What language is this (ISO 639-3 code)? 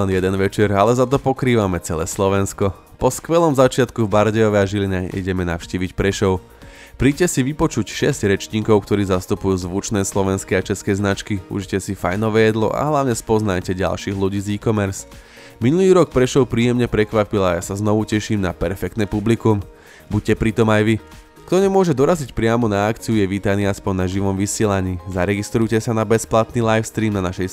slk